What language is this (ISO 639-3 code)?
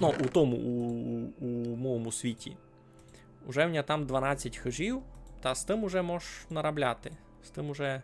rue